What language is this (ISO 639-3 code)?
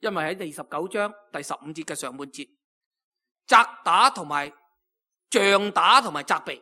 yue